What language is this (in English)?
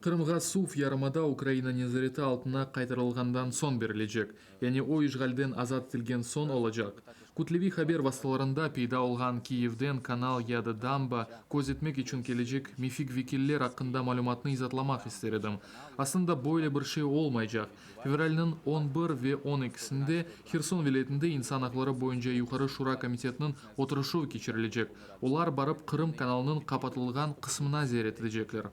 Crimean Tatar